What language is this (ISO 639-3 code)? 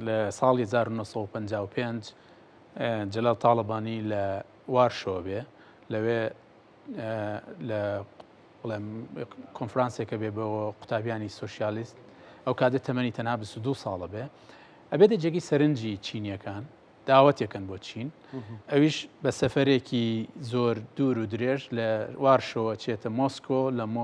ckb